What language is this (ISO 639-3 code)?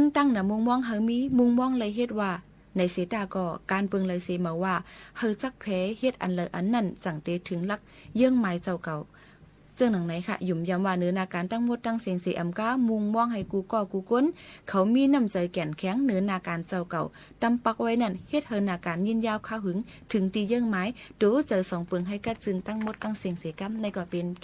shn